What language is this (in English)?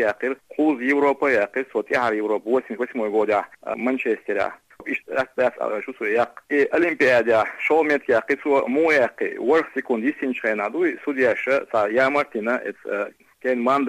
Chechen